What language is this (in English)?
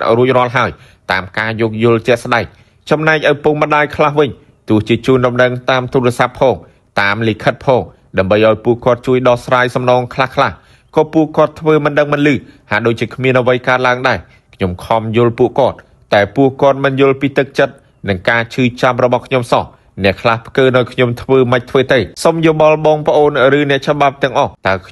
Khmer